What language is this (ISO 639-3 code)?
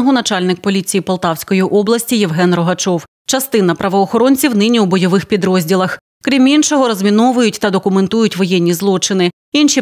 ukr